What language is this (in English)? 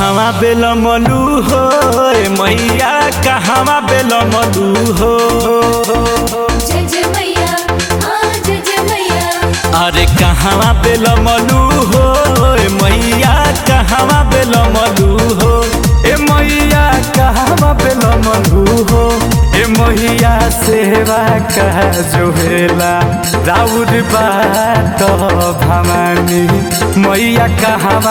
Bhojpuri